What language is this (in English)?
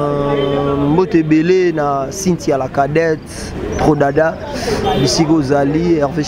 Lingala